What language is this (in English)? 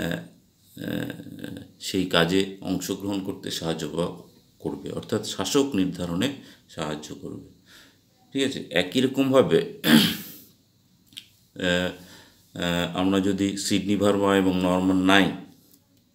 Bangla